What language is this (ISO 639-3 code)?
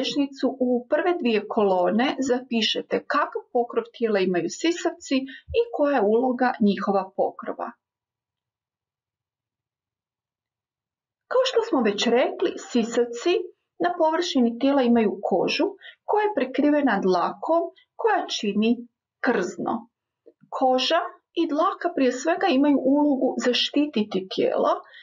hrv